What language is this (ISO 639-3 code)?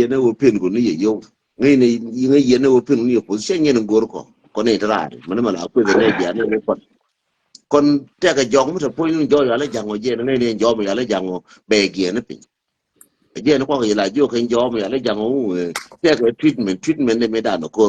nus